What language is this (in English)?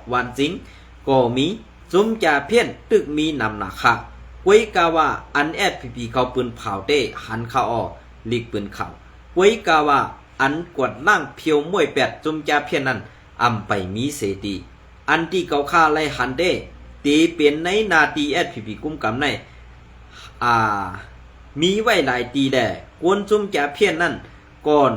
Shan